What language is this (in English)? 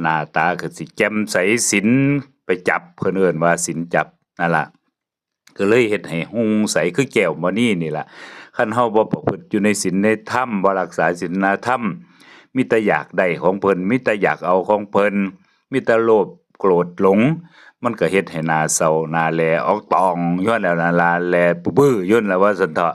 Northeastern Thai